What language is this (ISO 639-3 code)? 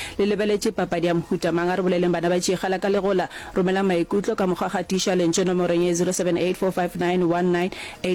nso